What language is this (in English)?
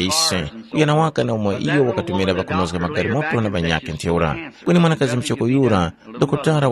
Tumbuka